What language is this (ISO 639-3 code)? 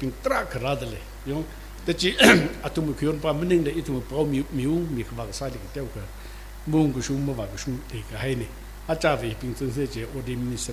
nmf